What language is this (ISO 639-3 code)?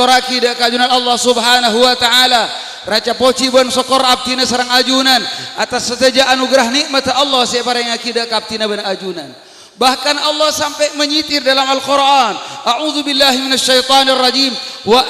mad